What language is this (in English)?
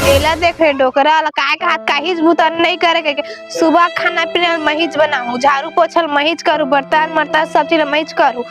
Chhattisgarhi